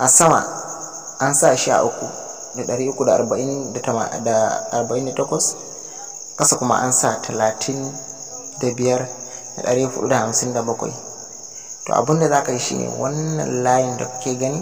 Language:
Hausa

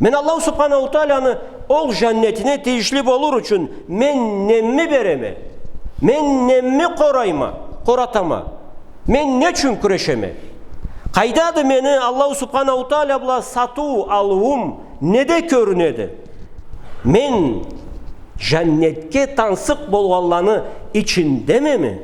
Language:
Karachay-Balkar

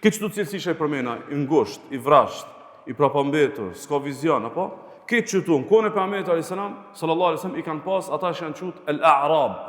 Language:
Albanian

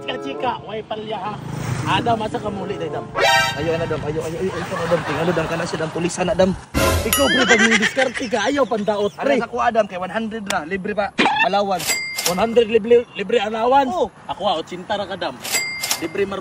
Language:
Cebuano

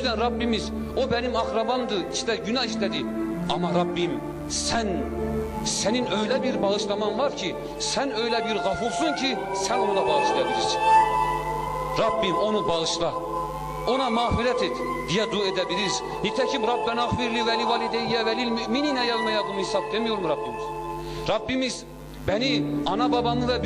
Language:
Turkish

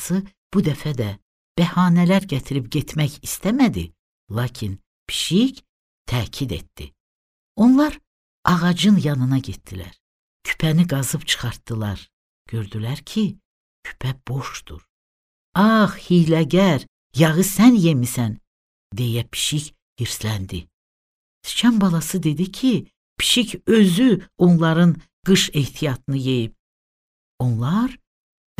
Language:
Azerbaijani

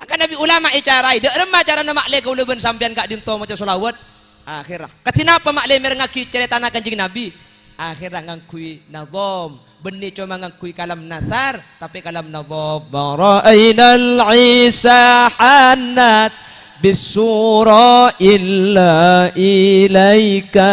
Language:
Madurese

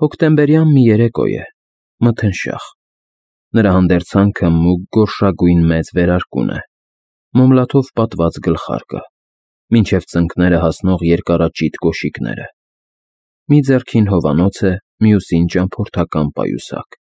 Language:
Armenian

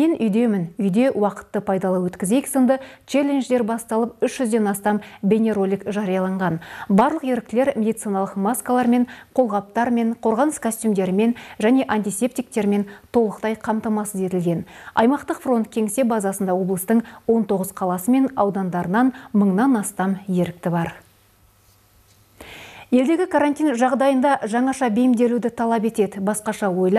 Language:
Kazakh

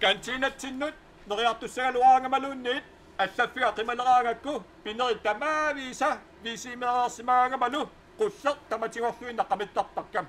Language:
Kalaallisut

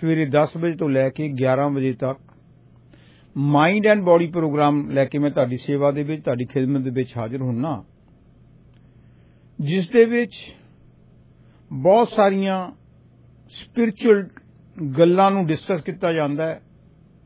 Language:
Punjabi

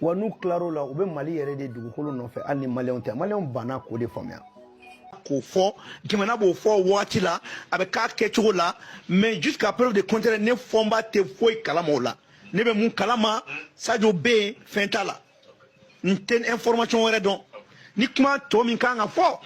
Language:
Bambara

